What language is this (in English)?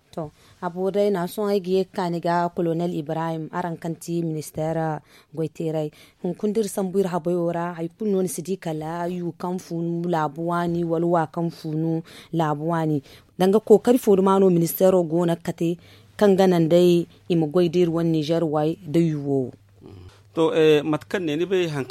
Zarma